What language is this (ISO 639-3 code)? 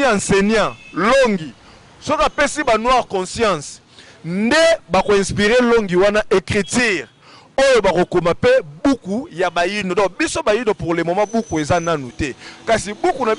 lin